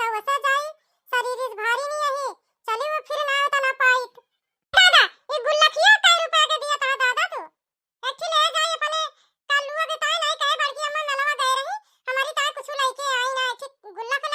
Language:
Awadhi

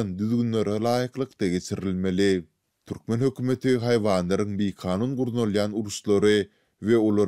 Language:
Turkmen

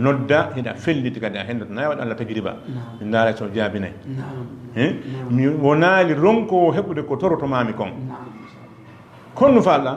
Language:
Fula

